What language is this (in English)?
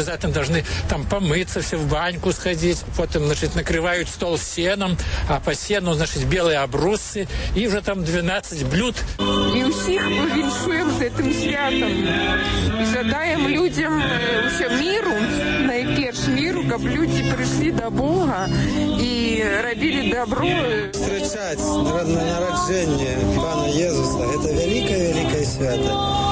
Belarusian